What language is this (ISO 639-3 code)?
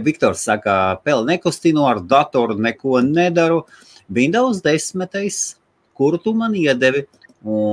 lav